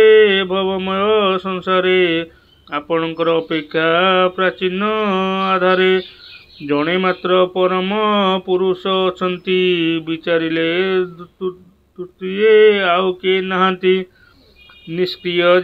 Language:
Odia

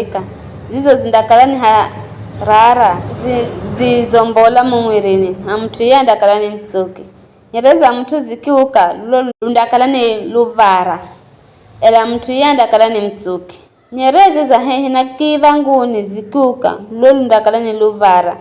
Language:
Giryama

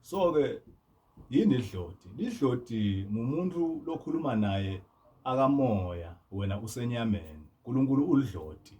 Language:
Zulu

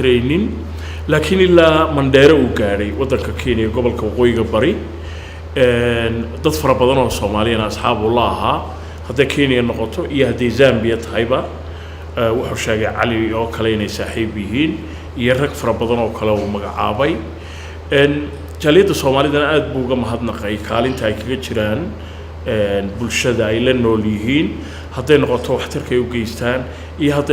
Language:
Somali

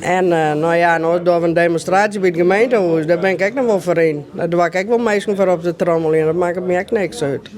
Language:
Western Frisian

